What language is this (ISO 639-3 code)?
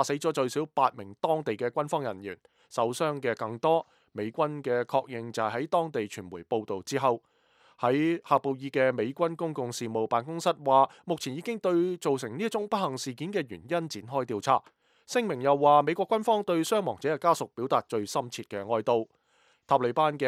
yue